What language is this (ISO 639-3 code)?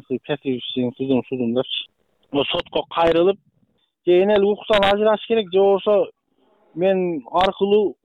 kir